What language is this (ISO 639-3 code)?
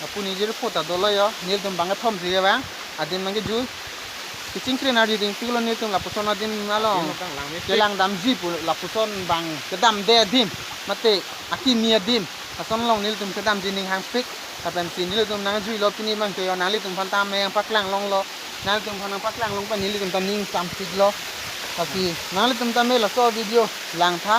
mjw